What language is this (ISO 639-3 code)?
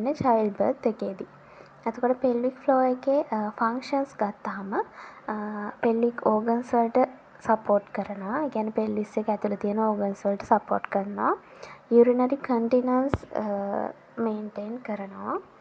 sin